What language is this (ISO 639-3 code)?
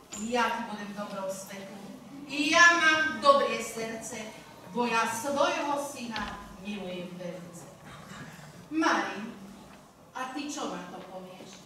slk